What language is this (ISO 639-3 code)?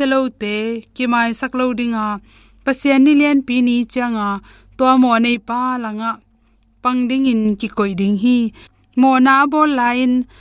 ctd